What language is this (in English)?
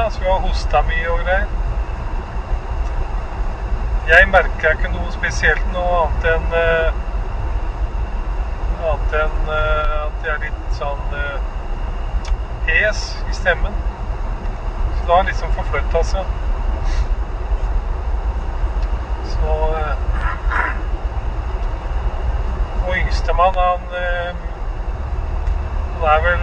Norwegian